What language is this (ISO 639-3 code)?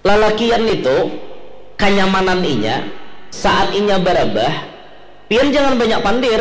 bjn